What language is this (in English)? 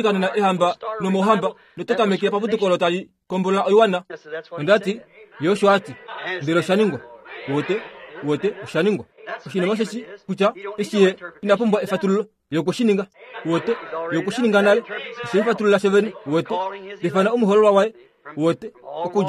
Kuanyama